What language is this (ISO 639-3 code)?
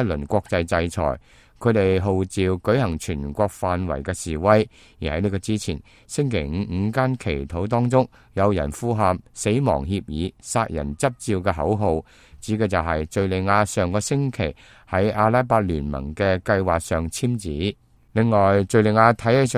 yue